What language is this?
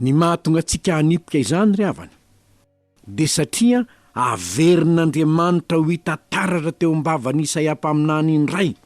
Malagasy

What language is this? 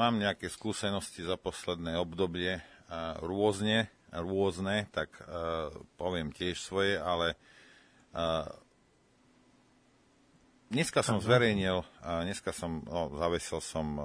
Slovak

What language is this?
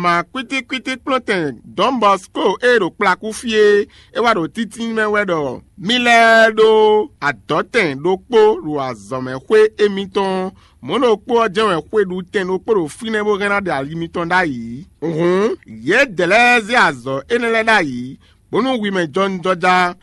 Fon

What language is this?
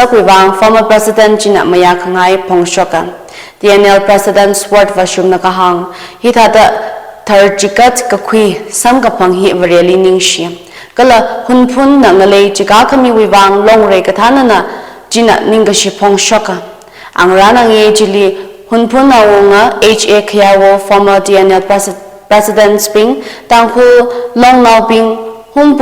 Tangkhul Naga (India)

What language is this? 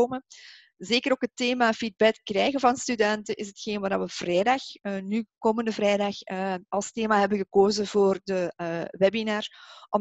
Dutch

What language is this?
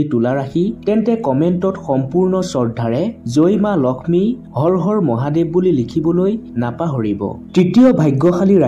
Assamese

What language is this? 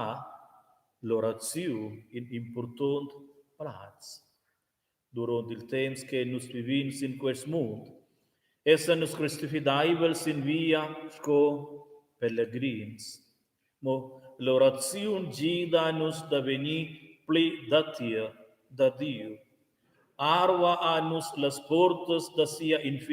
Romansh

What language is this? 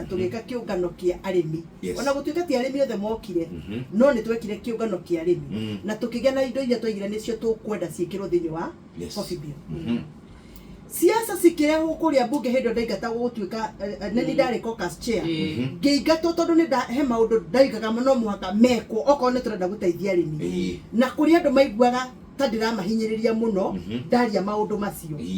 Kikuyu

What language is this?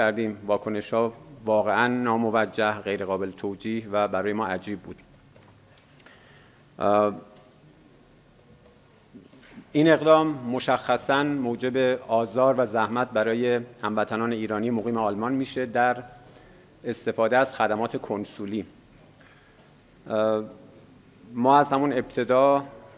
Persian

